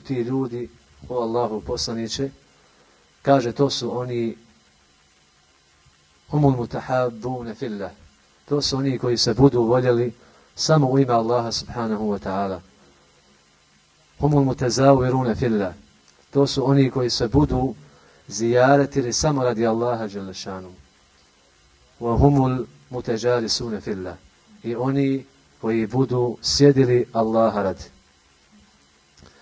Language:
Bosnian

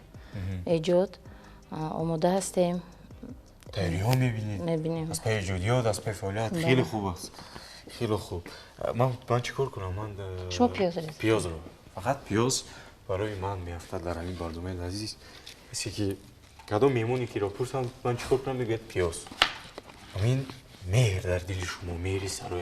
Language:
Tajik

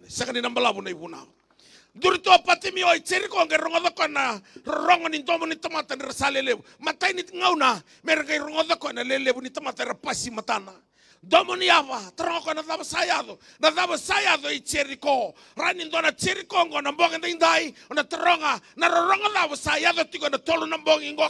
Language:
Fijian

